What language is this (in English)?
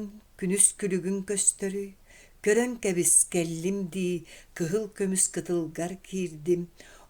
Yakut